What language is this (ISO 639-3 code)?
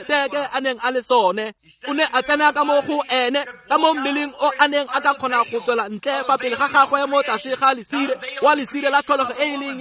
tsn